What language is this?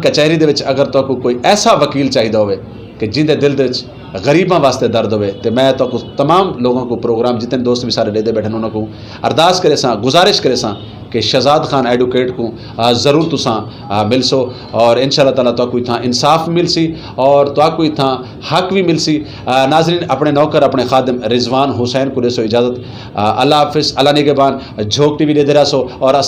Saraiki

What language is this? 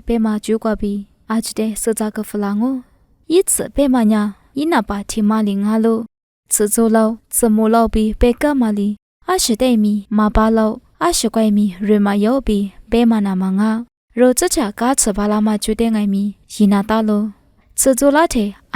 Lisu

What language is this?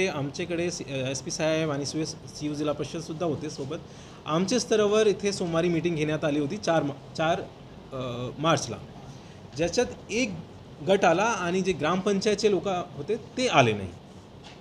Marathi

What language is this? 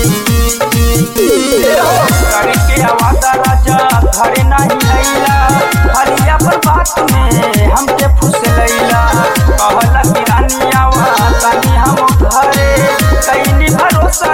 Bhojpuri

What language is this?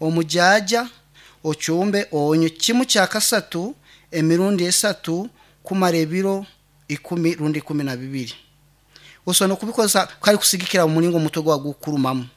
Nyankole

